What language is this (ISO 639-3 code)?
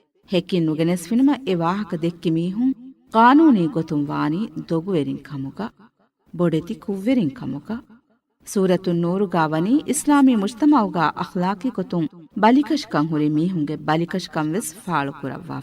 div